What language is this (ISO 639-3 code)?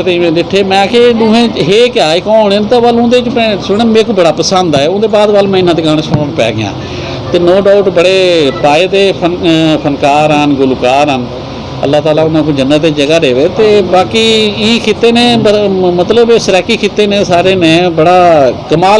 skr